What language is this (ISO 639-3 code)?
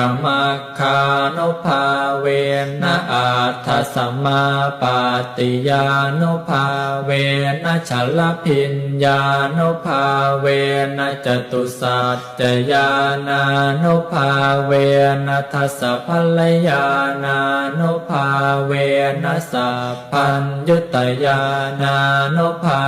pli